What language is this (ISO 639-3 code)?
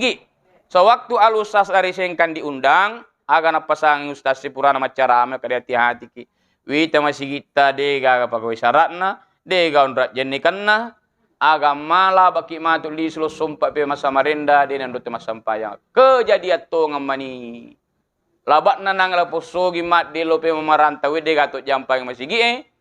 bug